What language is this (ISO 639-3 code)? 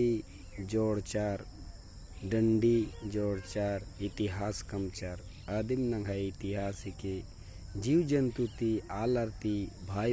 kru